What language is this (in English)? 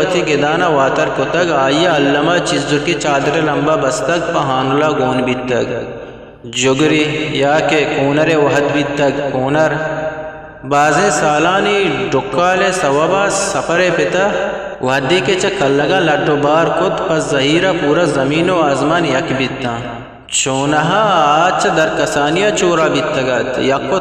Eastern Balochi